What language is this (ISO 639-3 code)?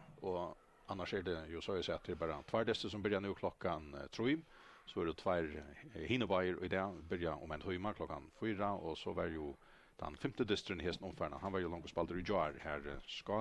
fao